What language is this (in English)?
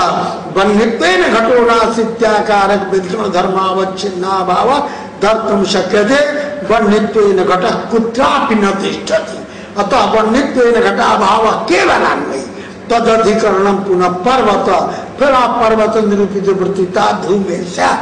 Sanskrit